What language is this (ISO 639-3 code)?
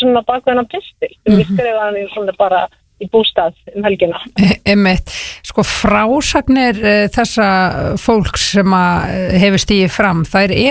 isl